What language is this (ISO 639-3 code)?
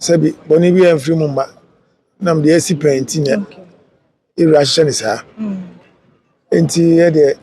aka